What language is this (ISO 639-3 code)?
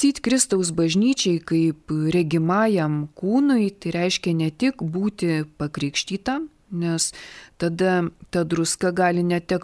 lit